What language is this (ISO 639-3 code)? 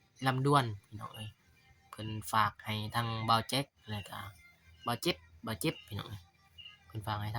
lao